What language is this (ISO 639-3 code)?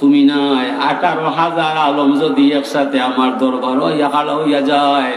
syl